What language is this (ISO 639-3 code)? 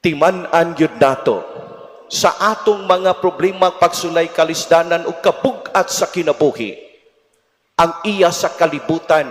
ceb